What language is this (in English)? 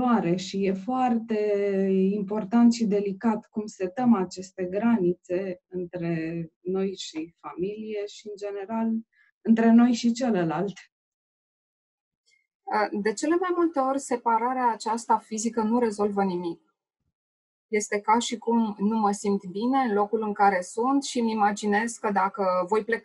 Romanian